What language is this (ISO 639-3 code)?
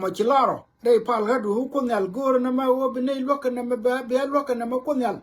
nus